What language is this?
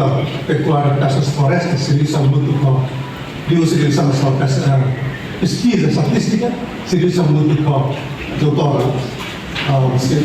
Tetum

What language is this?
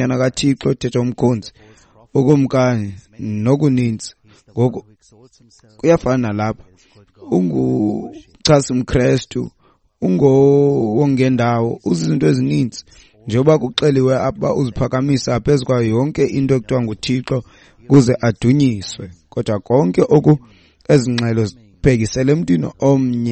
Xhosa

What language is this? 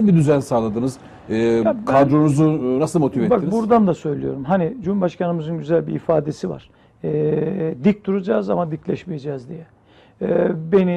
Turkish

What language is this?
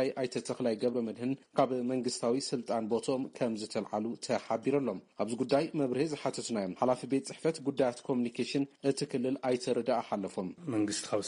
Tigrinya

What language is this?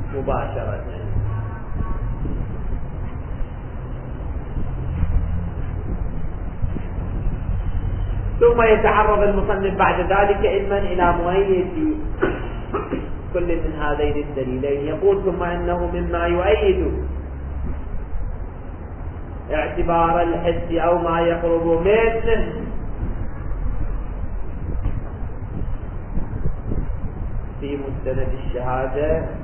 Arabic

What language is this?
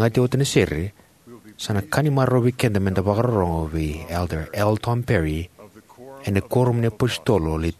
Fijian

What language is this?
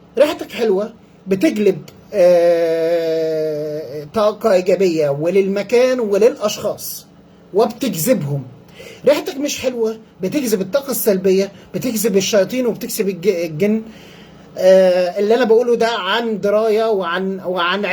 Egyptian Arabic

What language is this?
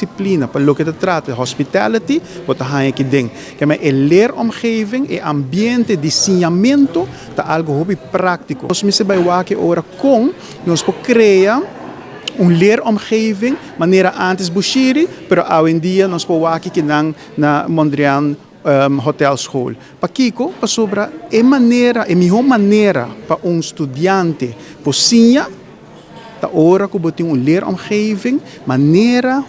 Papiamento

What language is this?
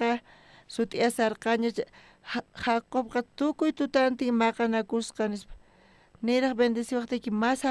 South Bolivian Quechua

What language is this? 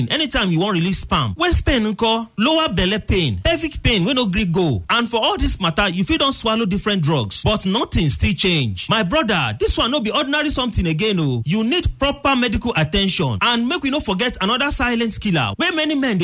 Nigerian Pidgin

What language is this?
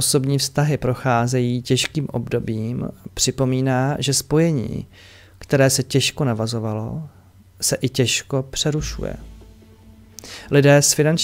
Czech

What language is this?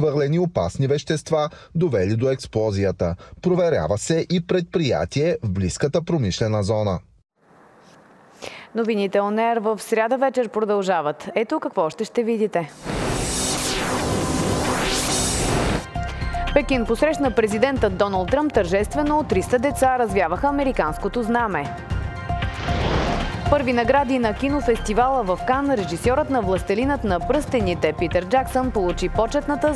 Bulgarian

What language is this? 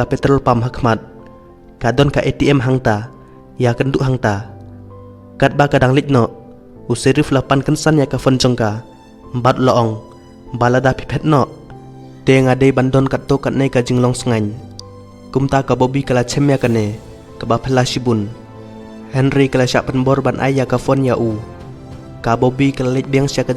Khasi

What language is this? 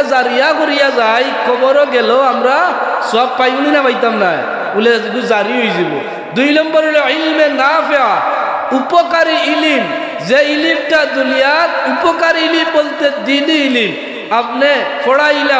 Sylheti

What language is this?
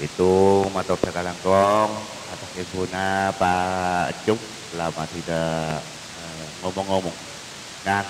Madurese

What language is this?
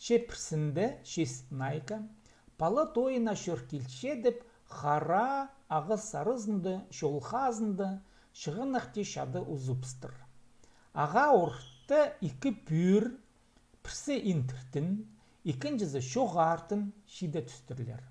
Khakas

